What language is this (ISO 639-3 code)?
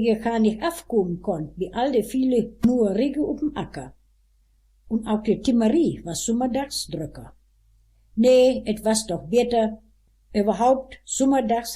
wep